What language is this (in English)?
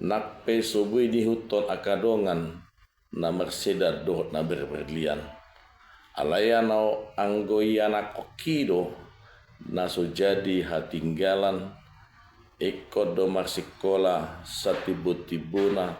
Batak Toba